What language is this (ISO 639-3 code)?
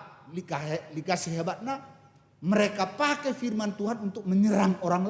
btx